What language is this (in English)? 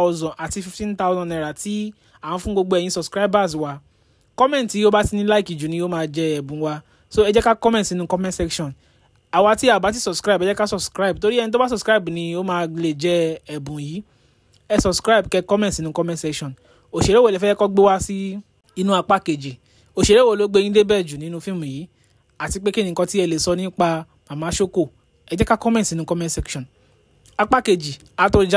Yoruba